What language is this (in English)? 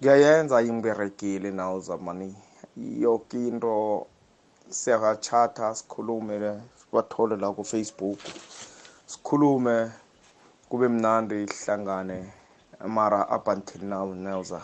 South Ndebele